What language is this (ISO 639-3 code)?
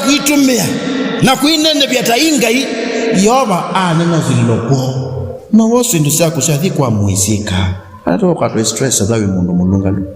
kam